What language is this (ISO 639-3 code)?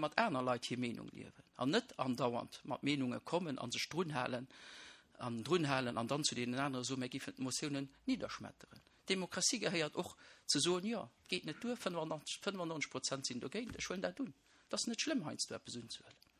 ltz